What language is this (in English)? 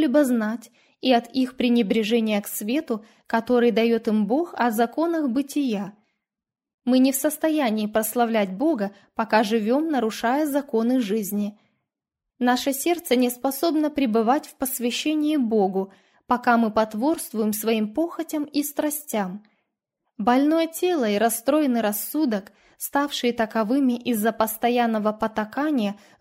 Russian